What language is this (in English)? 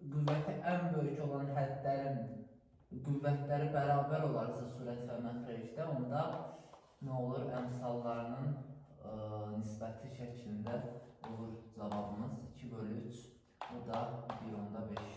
Azerbaijani